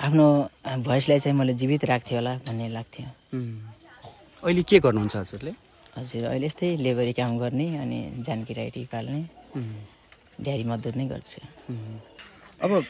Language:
Nepali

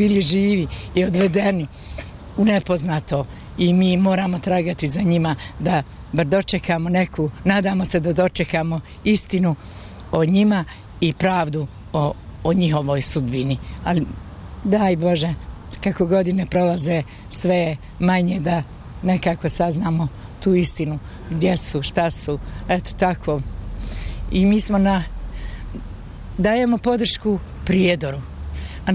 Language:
Bosnian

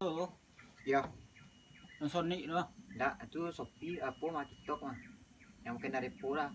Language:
Minangkabau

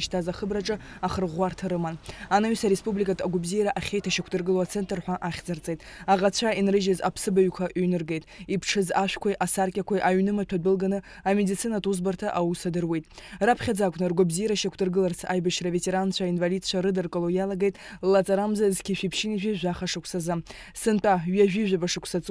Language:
Abkhazian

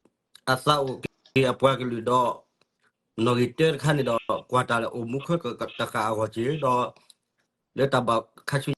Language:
S'gaw Karen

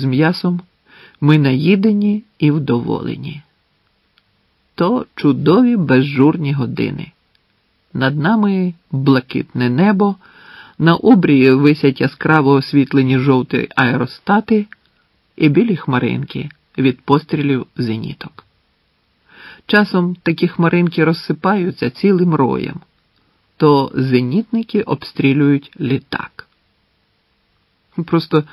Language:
Ukrainian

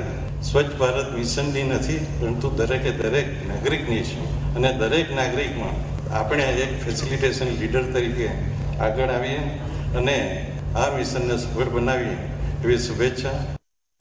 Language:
Gujarati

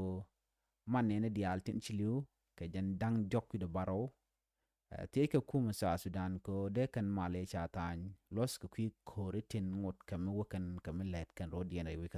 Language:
Nuer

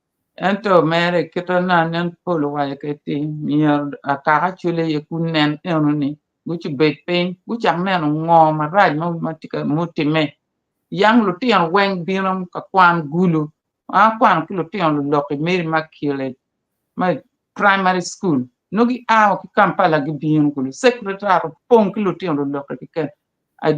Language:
Acoli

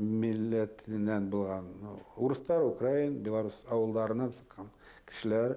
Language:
Bashkir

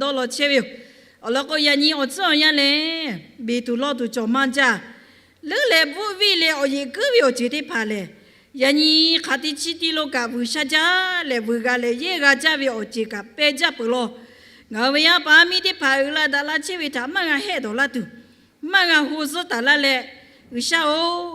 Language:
Lahu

